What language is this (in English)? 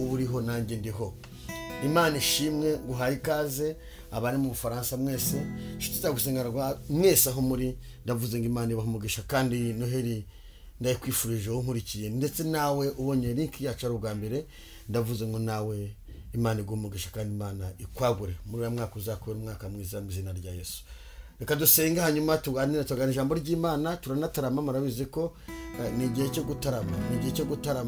Kinyarwanda